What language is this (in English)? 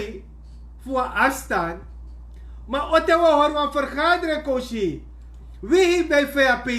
Sranan Tongo